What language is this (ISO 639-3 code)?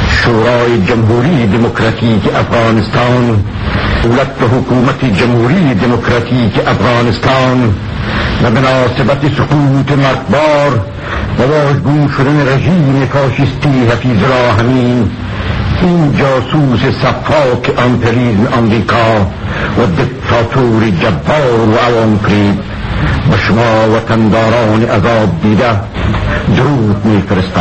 fas